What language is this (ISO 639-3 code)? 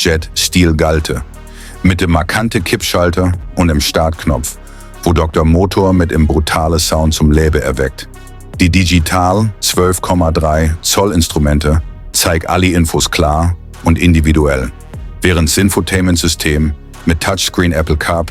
gsw